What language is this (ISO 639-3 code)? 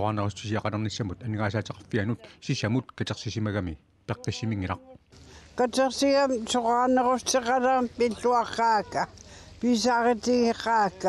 kal